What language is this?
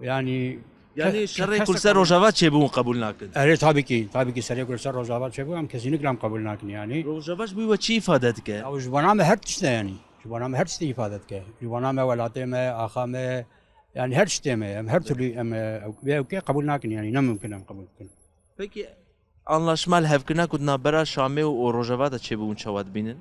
Kurdish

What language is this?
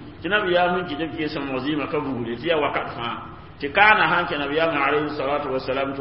Mossi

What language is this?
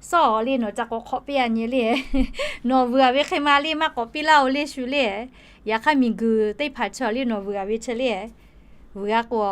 Lahu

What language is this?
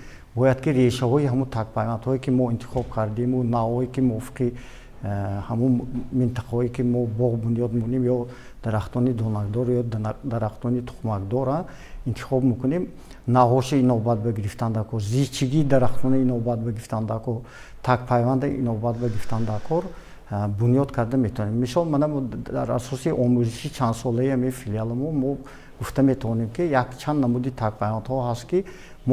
Tajik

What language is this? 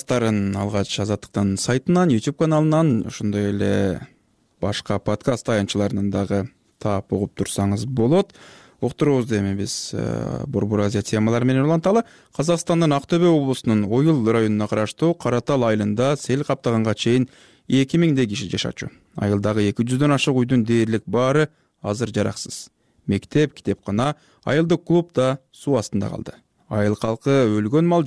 Kyrgyz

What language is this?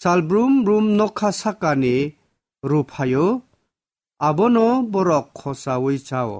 Kok Borok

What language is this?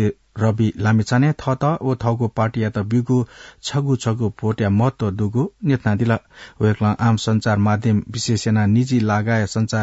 Newari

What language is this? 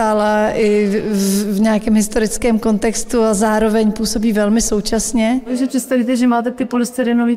Czech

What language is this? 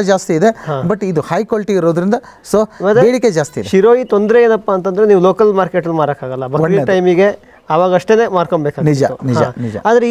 Kannada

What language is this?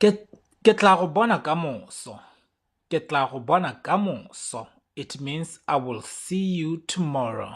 Tswana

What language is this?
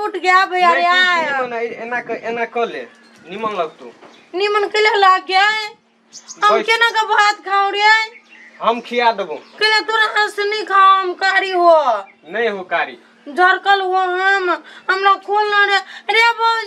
Maithili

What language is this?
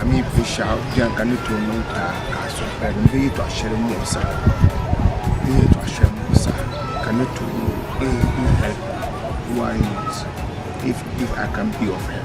Dagbani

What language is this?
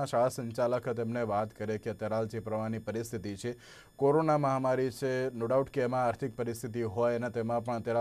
Gujarati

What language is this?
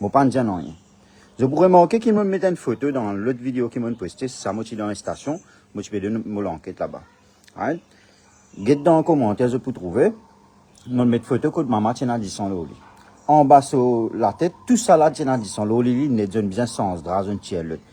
Morisyen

